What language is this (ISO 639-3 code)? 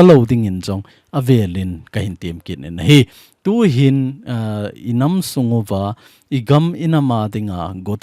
tcz